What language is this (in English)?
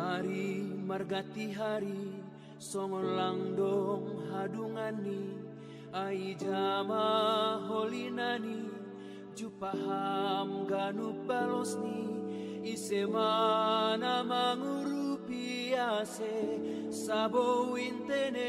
Batak Simalungun